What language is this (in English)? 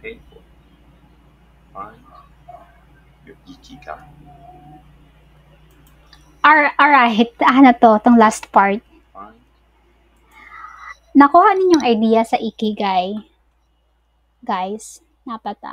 Filipino